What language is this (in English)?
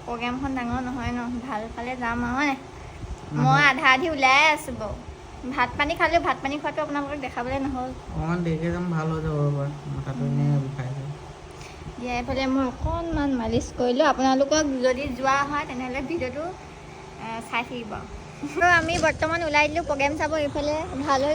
Assamese